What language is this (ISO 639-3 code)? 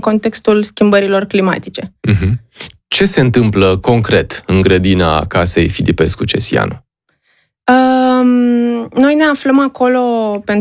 ron